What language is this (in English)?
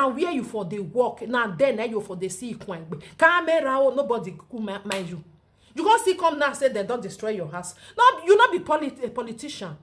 Nigerian Pidgin